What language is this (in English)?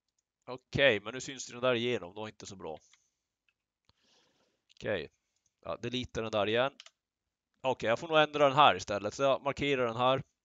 Swedish